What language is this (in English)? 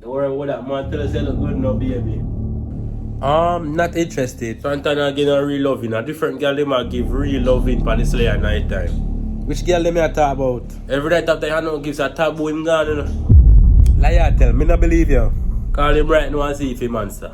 Jamaican Creole English